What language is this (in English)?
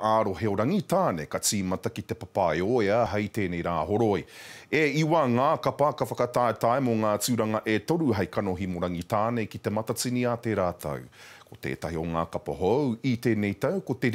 Māori